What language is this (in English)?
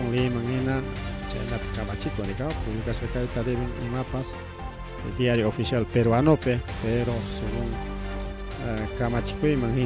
Ayacucho Quechua